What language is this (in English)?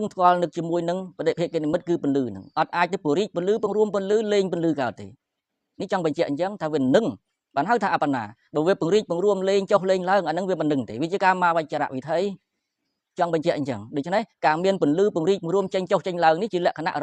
Khmer